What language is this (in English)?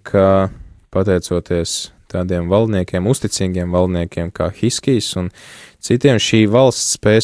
Latvian